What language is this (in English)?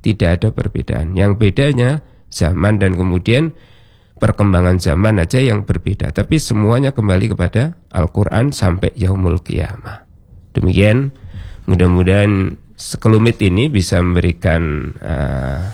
Indonesian